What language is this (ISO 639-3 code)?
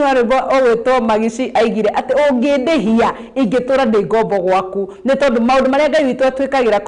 kik